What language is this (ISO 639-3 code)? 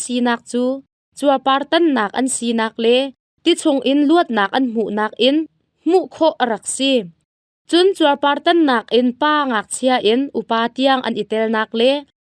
cnh